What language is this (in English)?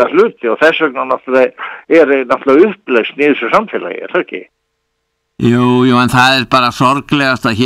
Icelandic